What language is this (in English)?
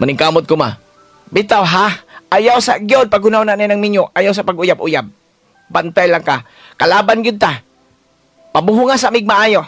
Cebuano